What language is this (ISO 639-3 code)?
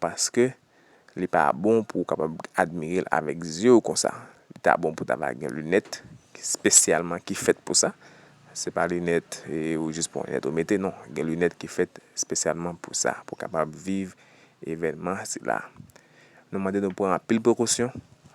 hat